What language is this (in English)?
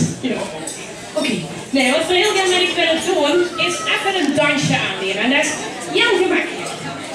Limburgish